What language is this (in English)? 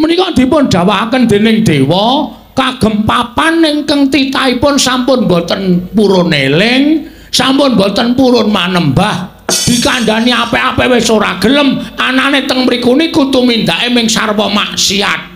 Javanese